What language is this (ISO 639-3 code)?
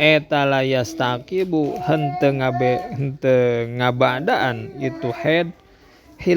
sun